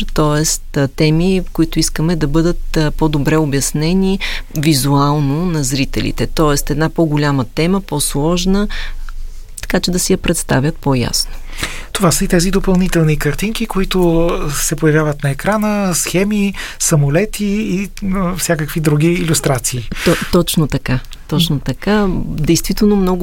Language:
Bulgarian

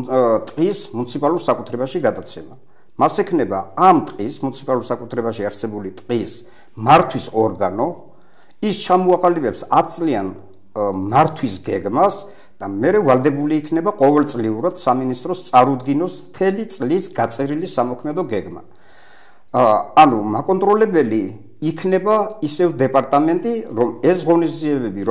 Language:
Georgian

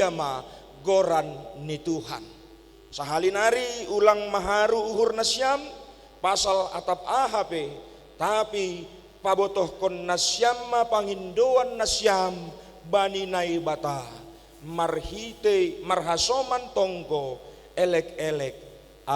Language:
Batak Simalungun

